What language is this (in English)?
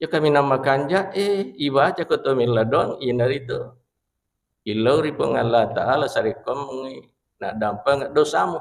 Buginese